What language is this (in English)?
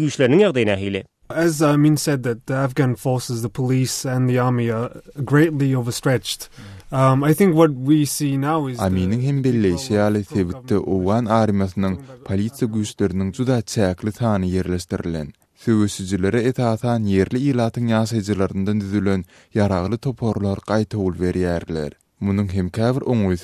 Turkmen